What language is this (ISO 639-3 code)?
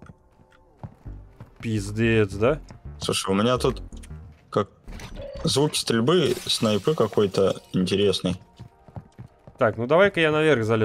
rus